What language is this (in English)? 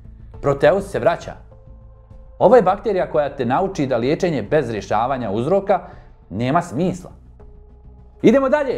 Bosnian